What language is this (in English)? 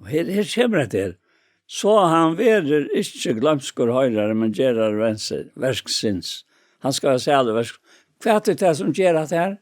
Faroese